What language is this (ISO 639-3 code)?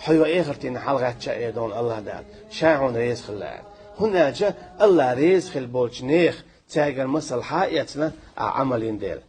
che